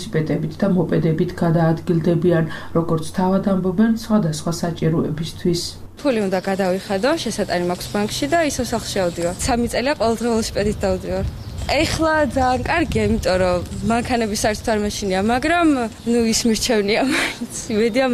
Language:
Georgian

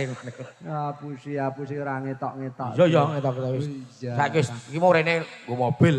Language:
Javanese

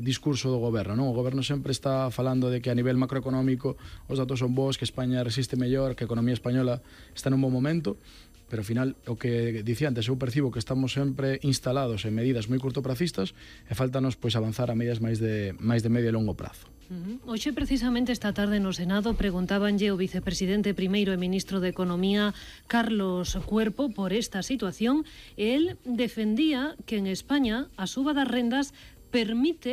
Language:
Galician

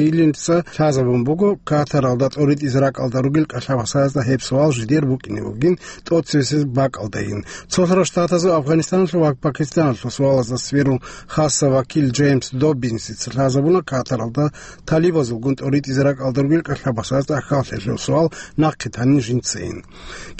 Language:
Avaric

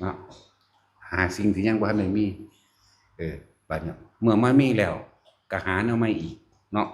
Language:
Northeastern Thai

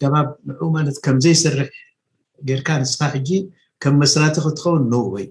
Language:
Tigrinya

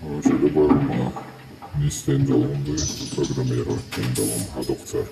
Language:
Chechen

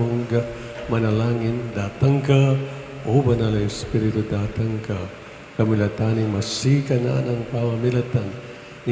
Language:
Pampanga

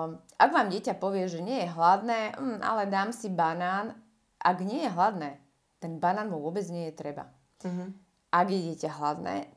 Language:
Slovak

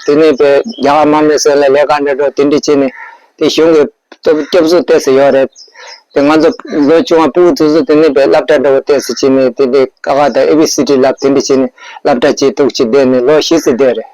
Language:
Tibetan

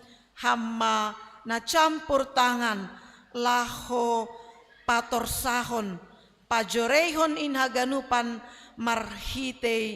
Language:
Batak Simalungun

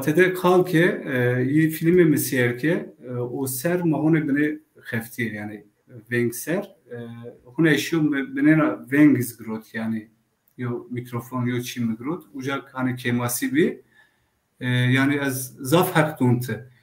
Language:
Zaza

